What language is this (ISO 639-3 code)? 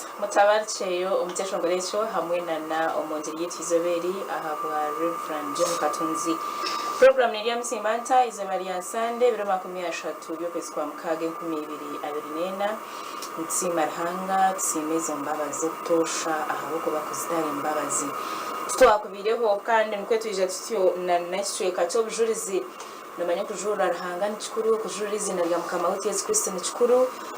nyn